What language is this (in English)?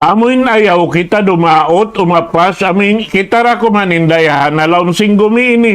Tausug